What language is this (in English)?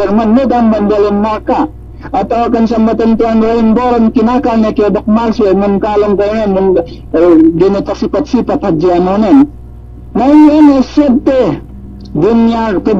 Yakan